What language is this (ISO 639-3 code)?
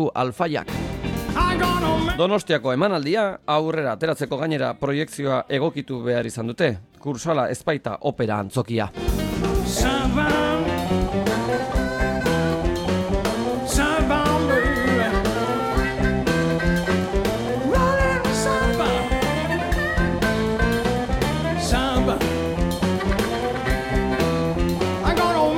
eus